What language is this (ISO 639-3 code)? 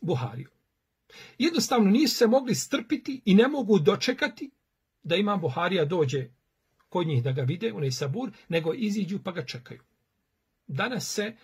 bos